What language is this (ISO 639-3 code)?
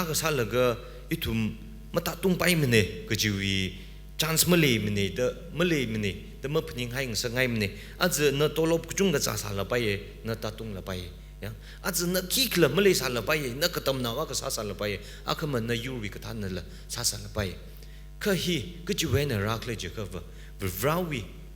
nmf